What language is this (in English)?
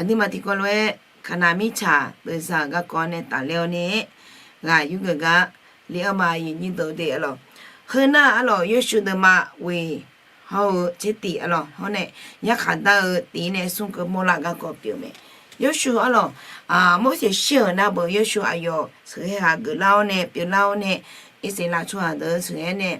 Akha